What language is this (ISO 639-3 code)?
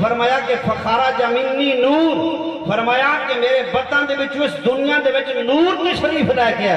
skr